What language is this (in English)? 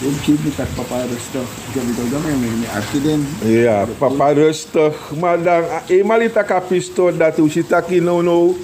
Sranan Tongo